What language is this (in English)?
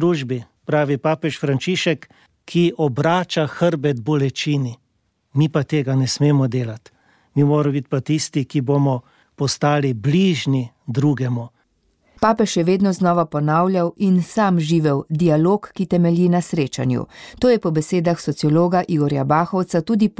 Slovenian